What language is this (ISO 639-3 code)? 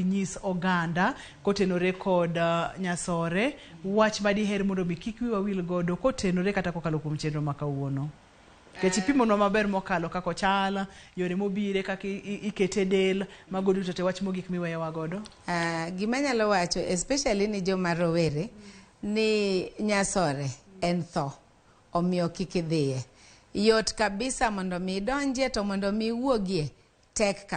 luo